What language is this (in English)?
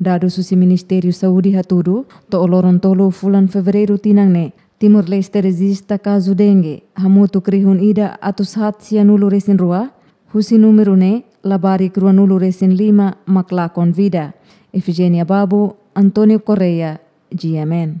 Tetum